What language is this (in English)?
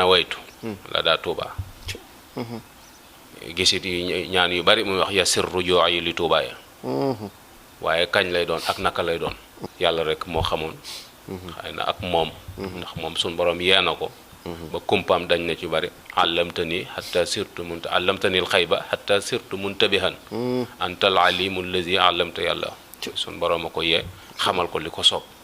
Wolof